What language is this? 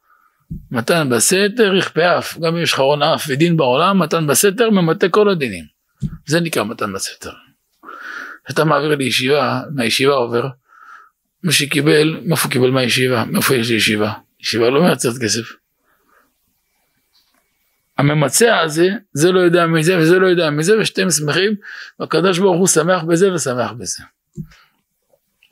Hebrew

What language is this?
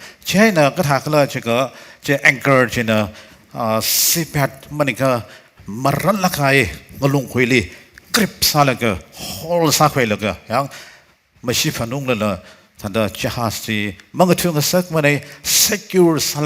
Tangkhul Naga (India)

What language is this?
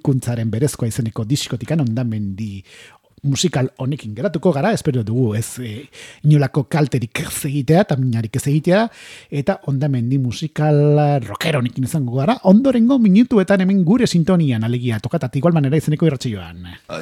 Basque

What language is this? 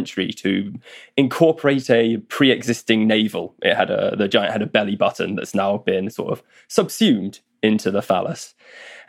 English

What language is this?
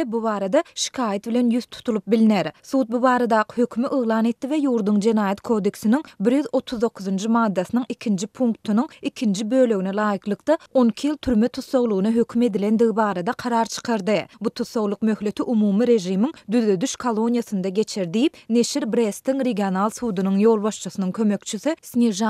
Turkmen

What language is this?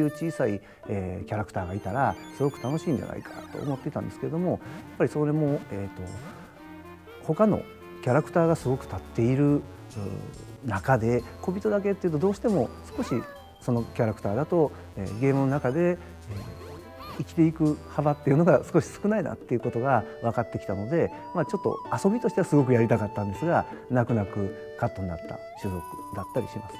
Japanese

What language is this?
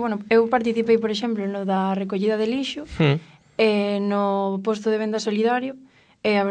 Galician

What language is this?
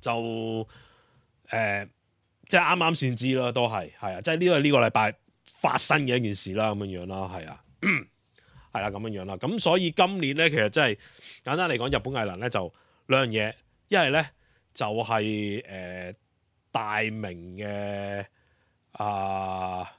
Cantonese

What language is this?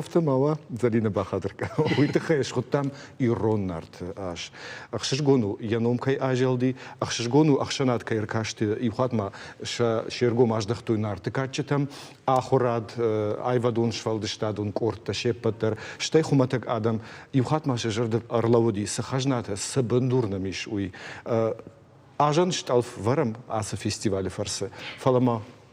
Ossetic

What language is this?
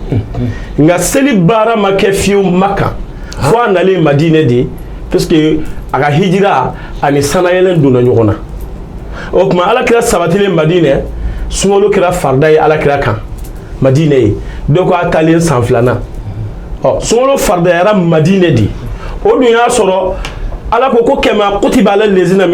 Bambara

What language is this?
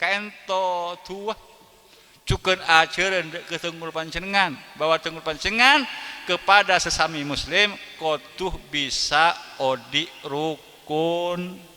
Madurese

